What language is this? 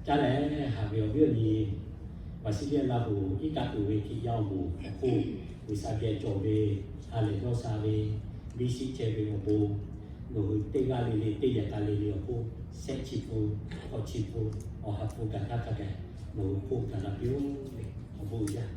Lahu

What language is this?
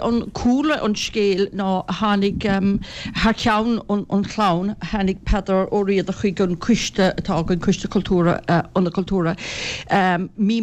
Irish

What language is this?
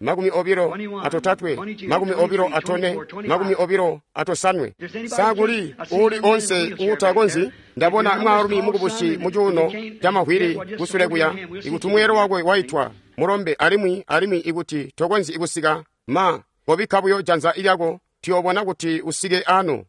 Tonga (Zambia)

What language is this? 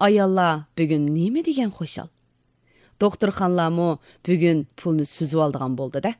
Uyghur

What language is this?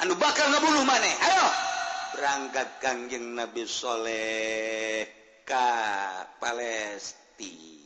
Sundanese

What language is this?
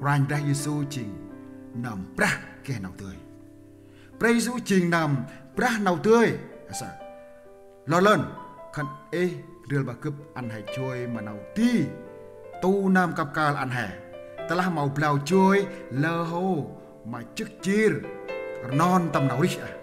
Central Mnong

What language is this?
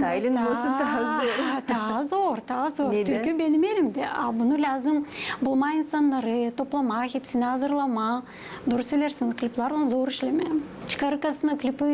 Gagauz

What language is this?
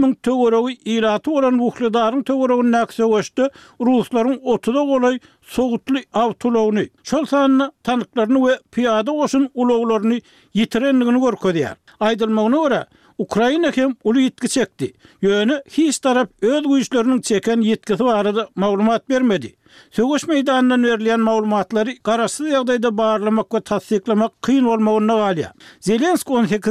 Turkmen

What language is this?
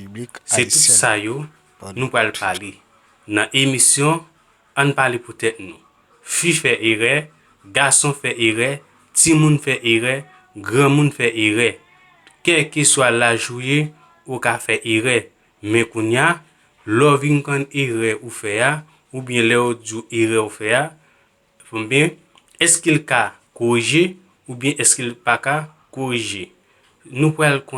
Haitian Creole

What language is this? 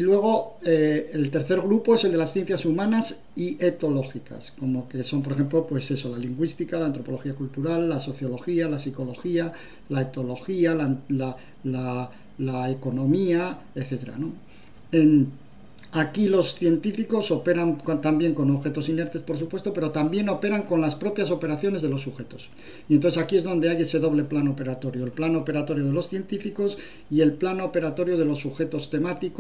Spanish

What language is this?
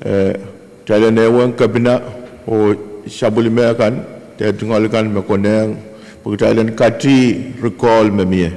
Pohnpeian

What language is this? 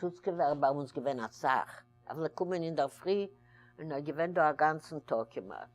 Yiddish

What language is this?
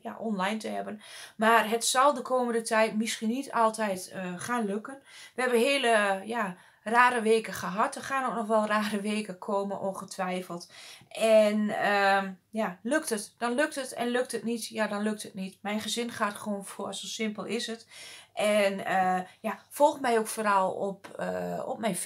Dutch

